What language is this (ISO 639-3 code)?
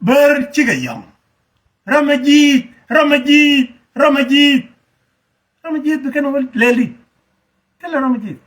nus